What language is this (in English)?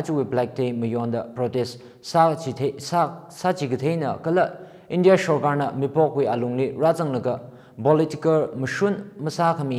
Tangkhul Naga (India)